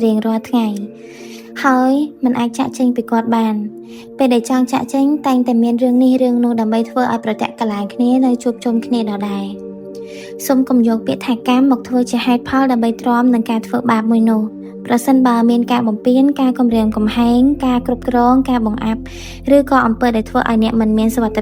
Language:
Khmer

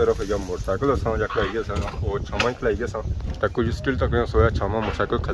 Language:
Pahari-Potwari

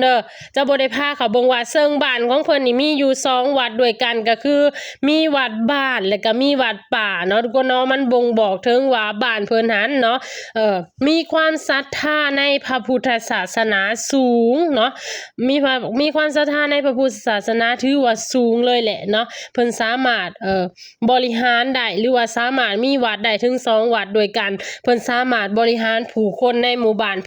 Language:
Lao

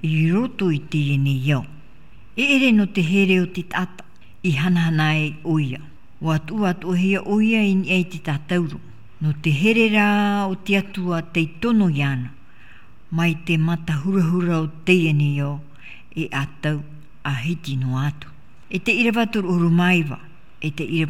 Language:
Tahitian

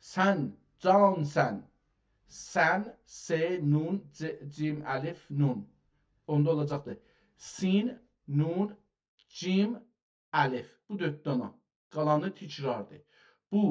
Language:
South Azerbaijani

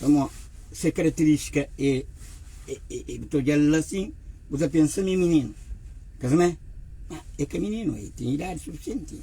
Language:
Kabuverdianu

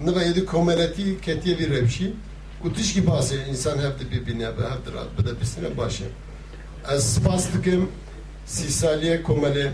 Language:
Kurdish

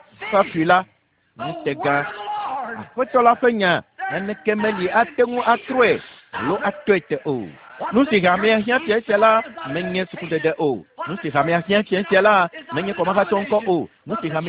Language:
Ewe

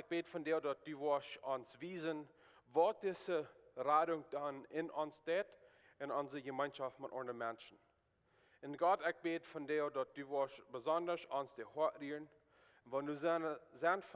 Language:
Plautdietsch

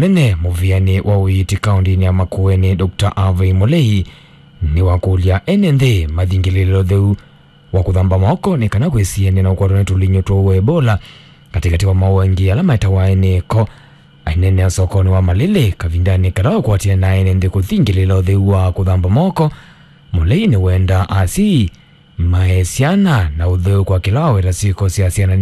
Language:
Kamba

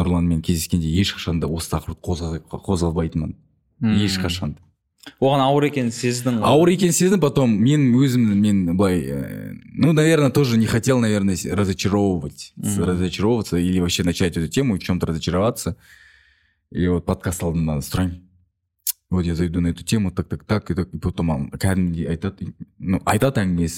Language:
Kazakh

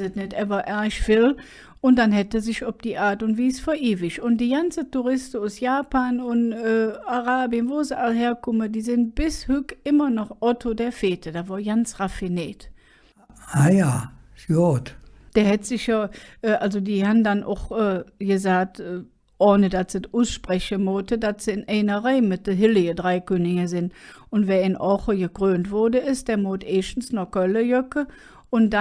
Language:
Colognian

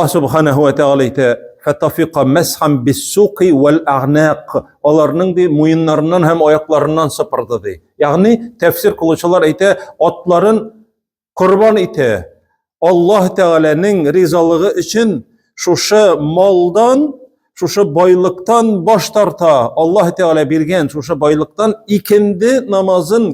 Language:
Tatar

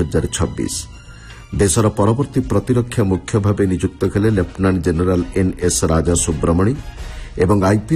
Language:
Odia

